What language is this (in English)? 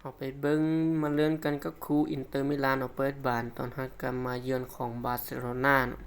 Lao